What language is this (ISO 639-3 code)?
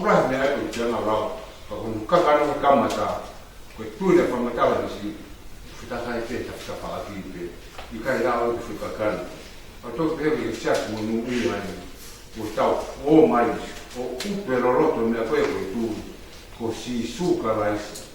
ton